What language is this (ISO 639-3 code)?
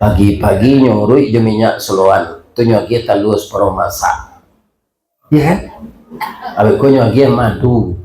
min